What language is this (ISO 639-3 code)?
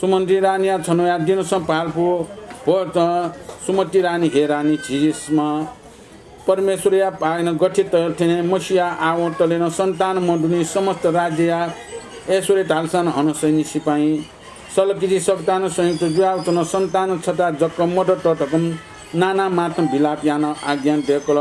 new